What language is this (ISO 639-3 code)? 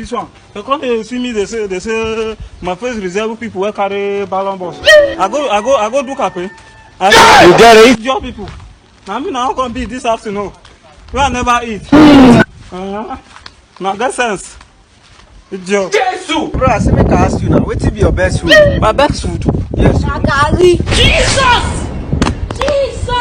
pcm